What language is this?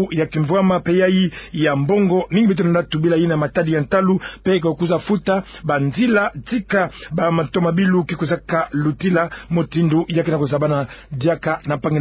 Kituba (Democratic Republic of Congo)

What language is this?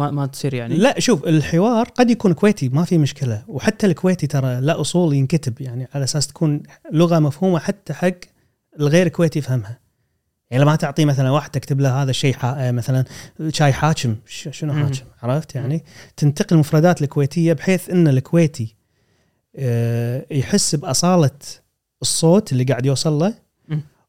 Gulf Arabic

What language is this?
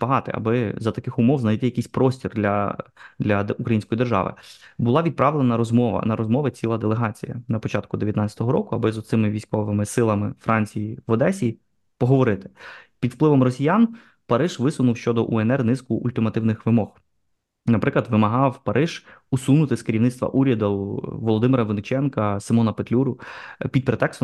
Ukrainian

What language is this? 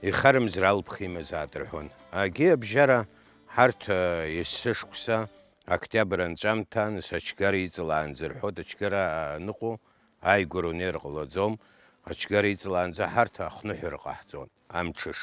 Abkhazian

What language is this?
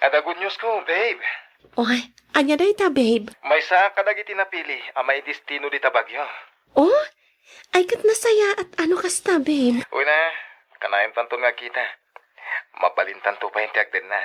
Iloko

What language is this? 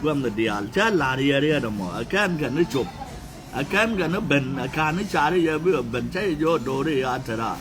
Nuer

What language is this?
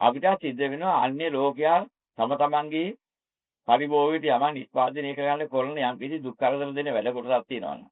Sinhala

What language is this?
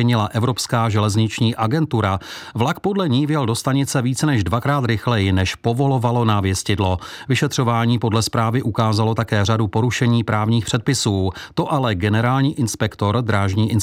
Czech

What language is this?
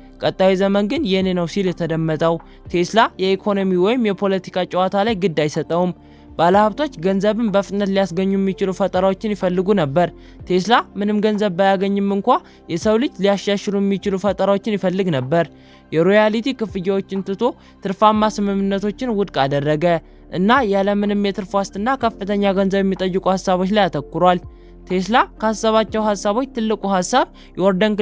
Amharic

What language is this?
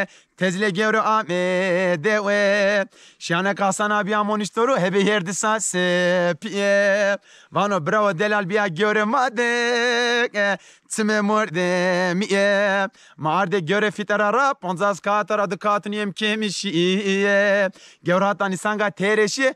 Zaza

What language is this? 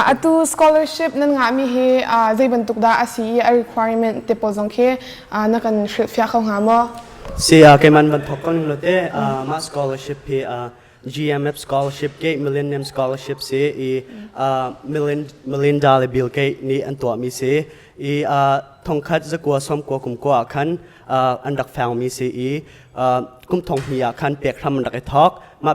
Hakha Chin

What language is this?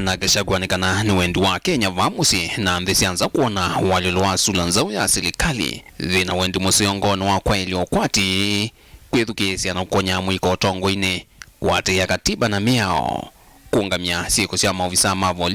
Kamba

